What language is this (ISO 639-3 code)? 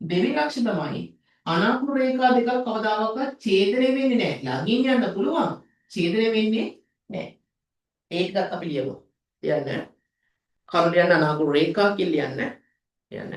sin